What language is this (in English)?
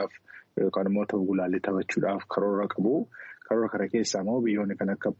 Oromo